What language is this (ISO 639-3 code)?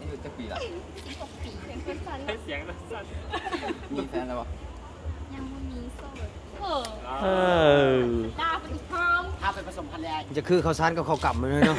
tts